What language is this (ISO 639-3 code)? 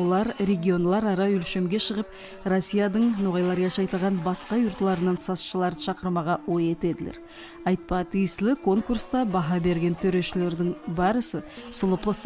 nog